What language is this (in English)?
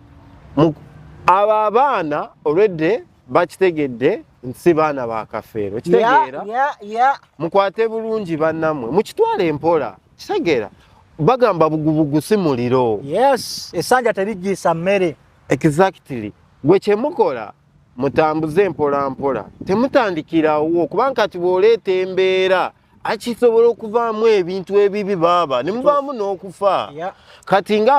Ganda